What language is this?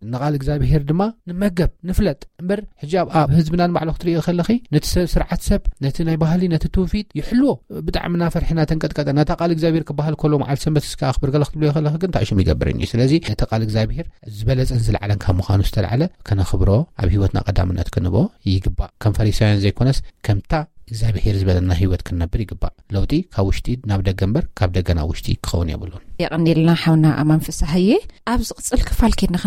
Tigrinya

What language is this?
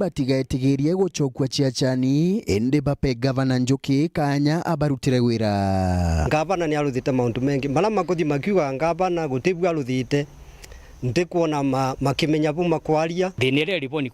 Meru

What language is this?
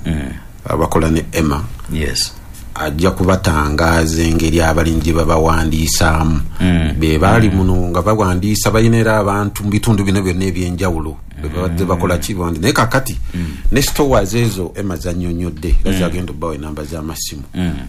Ganda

